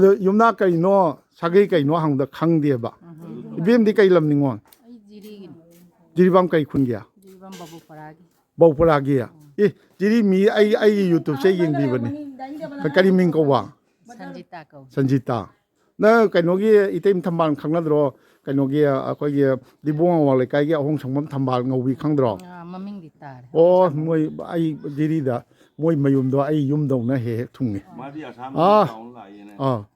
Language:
Manipuri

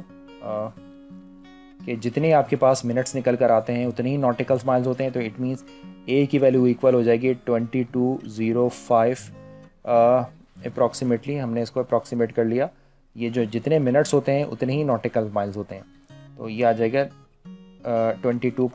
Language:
Hindi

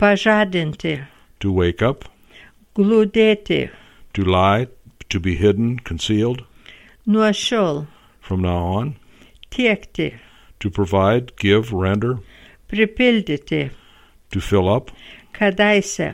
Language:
Lithuanian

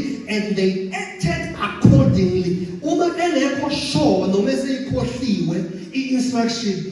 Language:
Zulu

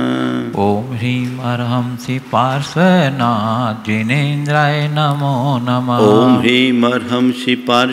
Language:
Hindi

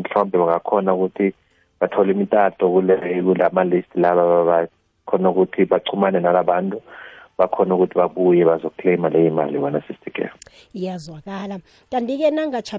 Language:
South Ndebele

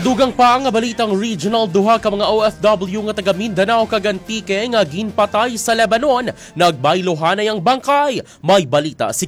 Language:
Hiligaynon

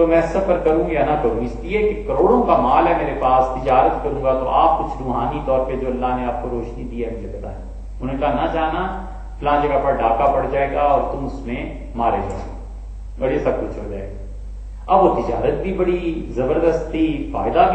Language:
Urdu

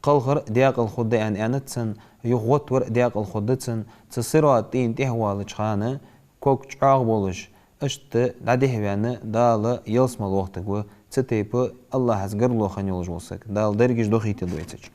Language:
Ingush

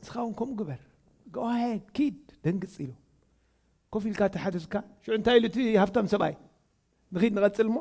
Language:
Tigrinya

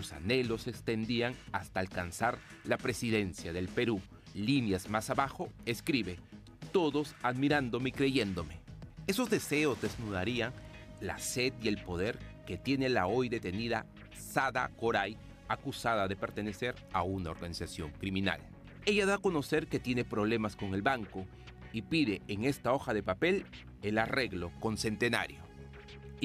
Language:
Spanish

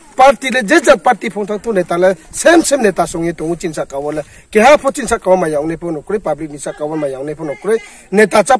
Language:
Riang (India)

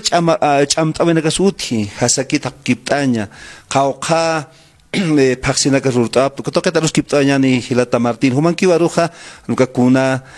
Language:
Aymara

